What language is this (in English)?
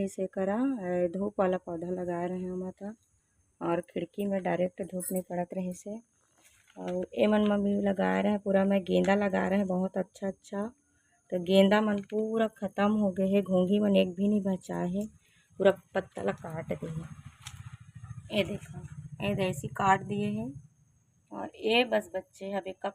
Chhattisgarhi